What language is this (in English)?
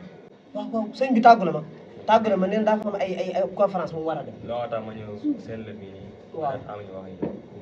Wolof